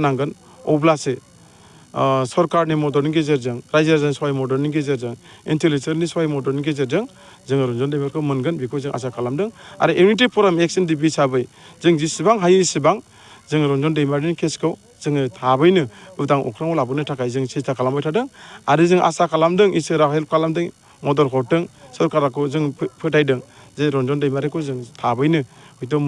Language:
Bodo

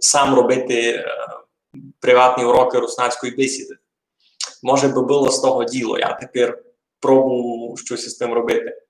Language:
Rusyn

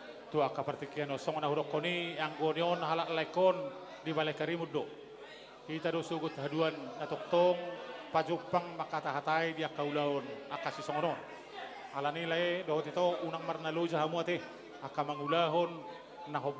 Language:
Batak Toba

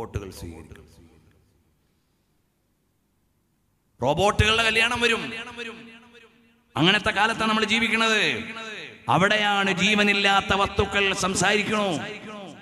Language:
Malayalam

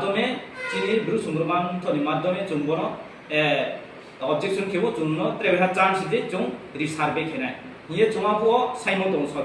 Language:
Riang (India)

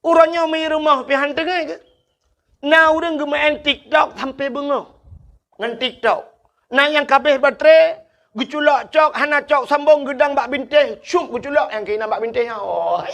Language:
Achinese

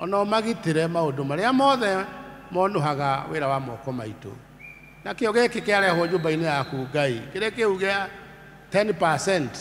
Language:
Kikuyu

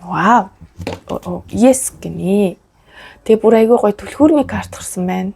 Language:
Mongolian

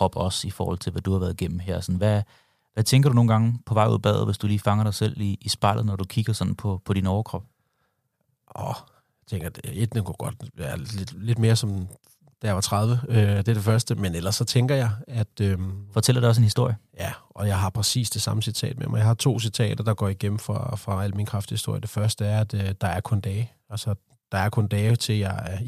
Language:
Danish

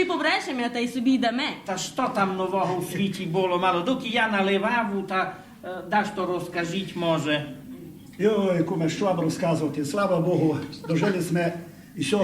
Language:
Rusyn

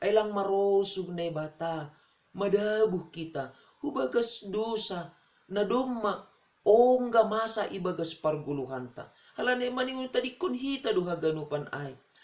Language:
Batak Simalungun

